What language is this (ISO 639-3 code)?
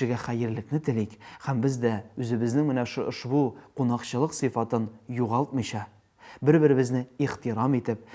tat